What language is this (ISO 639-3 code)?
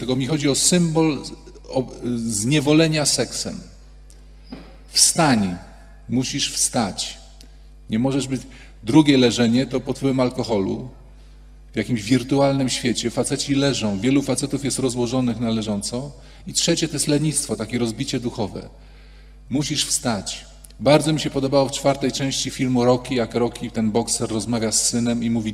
pol